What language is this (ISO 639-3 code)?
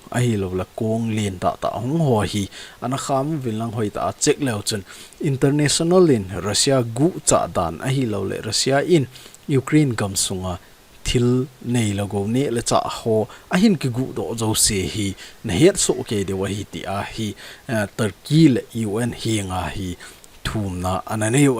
tcz